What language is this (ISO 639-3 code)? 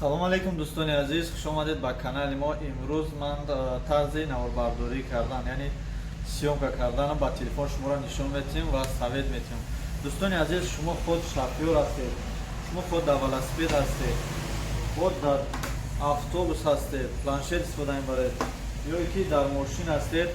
tgk